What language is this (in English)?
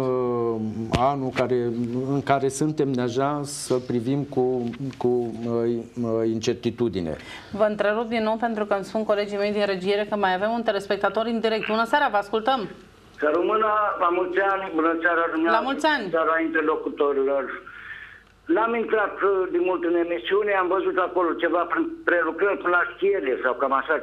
Romanian